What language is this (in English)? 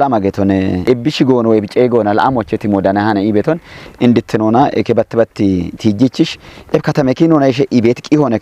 Kafa